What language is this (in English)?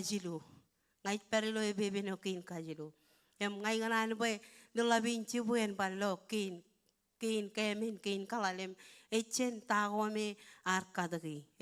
Marshallese